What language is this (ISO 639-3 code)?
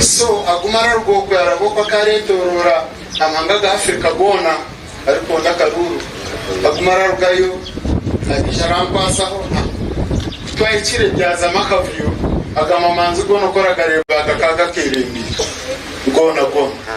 nyn